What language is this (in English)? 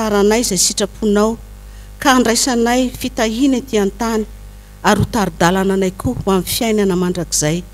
Malagasy